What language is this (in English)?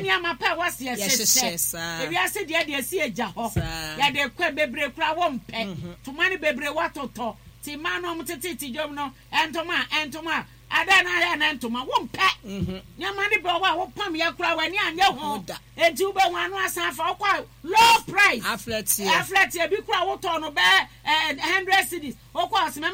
Akan